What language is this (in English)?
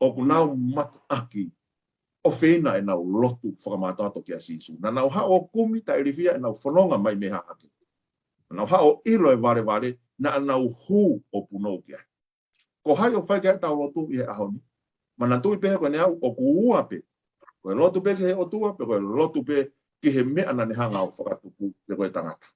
Tongan